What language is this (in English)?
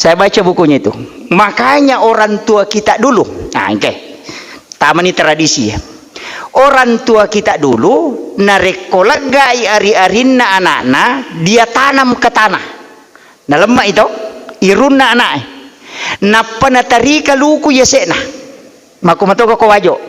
Buginese